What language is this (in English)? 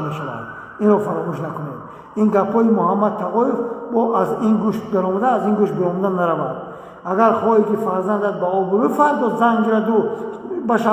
Tajik